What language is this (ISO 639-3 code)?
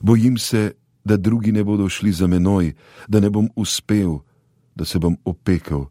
slv